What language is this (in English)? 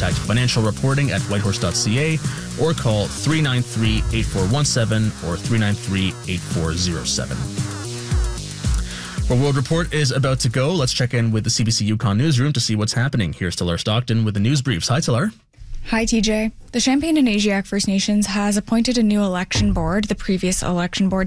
English